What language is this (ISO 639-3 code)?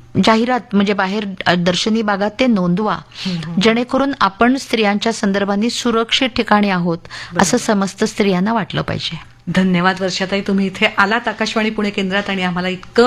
mar